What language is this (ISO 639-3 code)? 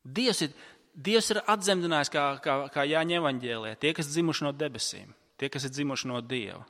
lav